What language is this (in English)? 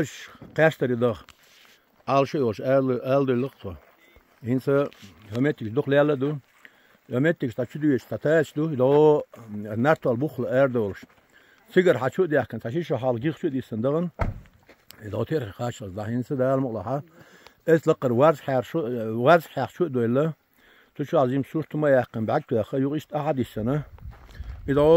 Chechen